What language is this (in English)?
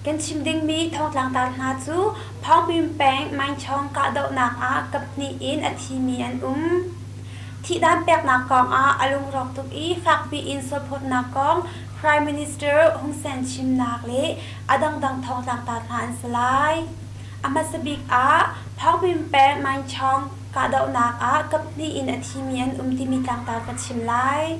Hakha Chin